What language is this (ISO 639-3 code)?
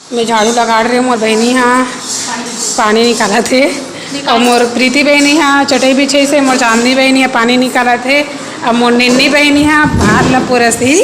hne